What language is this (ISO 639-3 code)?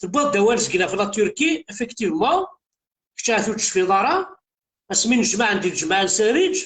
kab